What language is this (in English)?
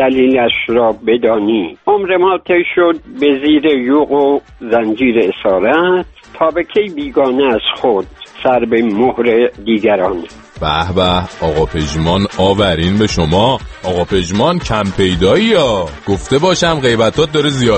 Persian